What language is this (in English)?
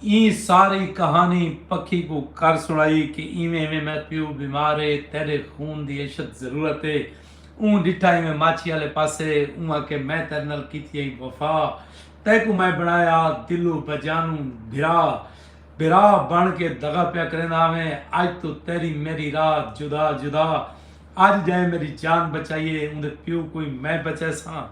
Saraiki